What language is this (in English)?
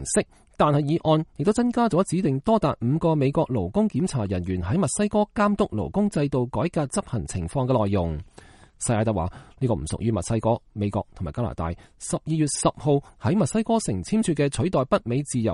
Cantonese